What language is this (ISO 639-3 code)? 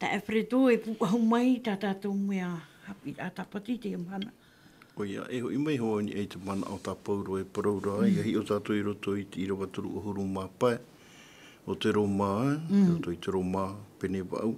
tah